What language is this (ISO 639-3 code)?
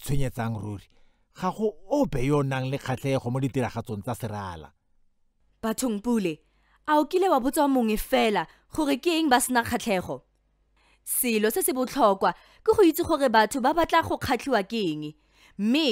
tsn